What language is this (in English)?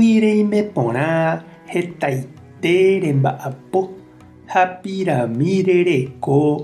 Guarani